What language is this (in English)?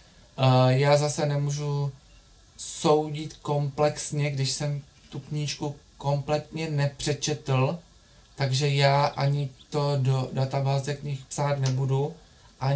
Czech